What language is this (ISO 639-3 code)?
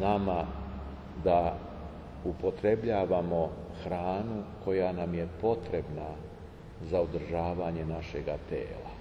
srp